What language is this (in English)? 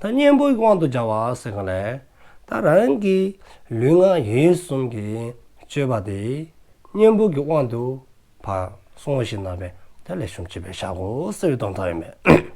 Dzongkha